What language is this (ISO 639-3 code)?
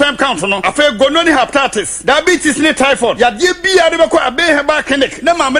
aka